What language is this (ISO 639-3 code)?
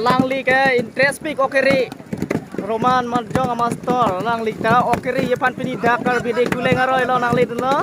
mjw